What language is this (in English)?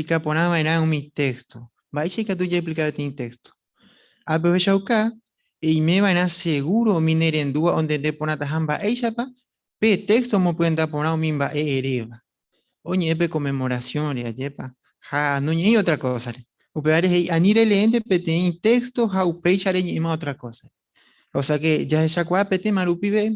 Guarani